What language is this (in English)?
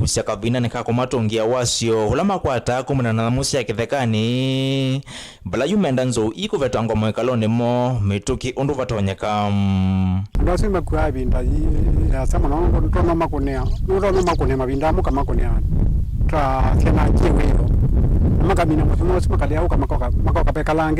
Kamba